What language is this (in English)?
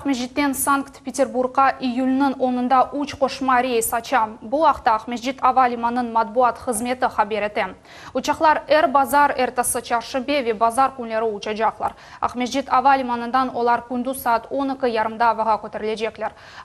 Crimean Tatar